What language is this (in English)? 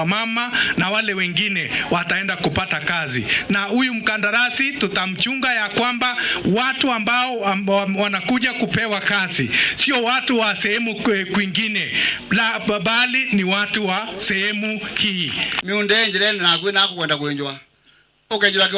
Meru